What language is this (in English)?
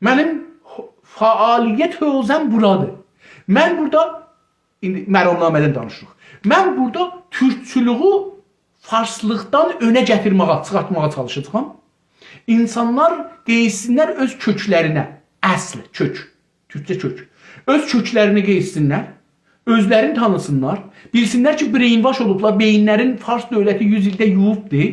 South Azerbaijani